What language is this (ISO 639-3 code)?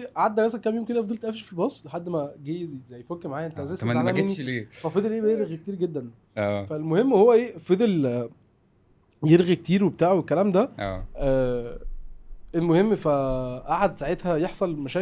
arz